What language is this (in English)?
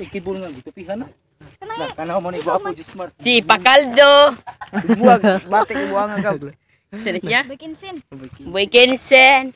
Cebuano